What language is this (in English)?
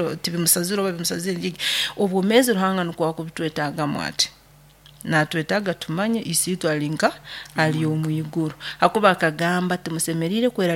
Nyoro